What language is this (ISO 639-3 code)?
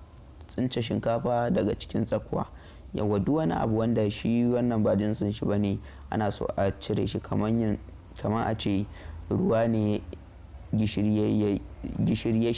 hau